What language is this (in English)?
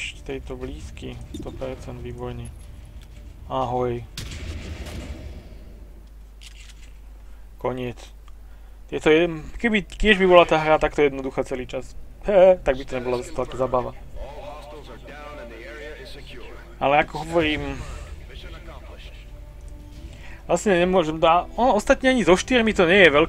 Slovak